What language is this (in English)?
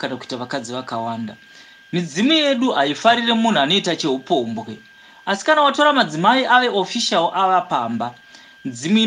Shona